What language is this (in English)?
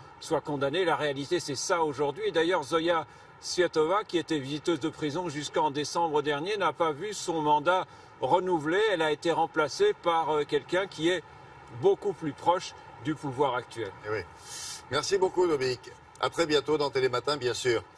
French